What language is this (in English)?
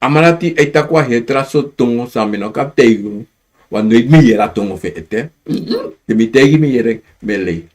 Sranan Tongo